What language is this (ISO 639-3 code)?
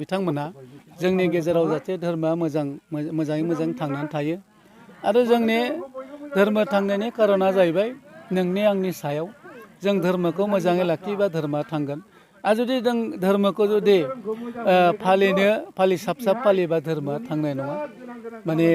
brx